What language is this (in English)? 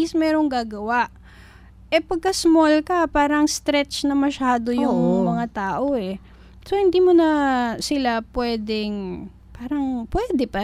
Filipino